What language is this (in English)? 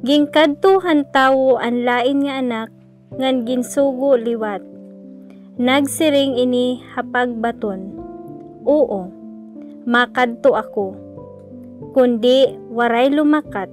Waray